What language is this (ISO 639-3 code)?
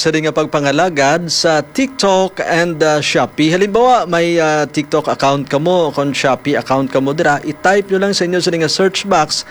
hil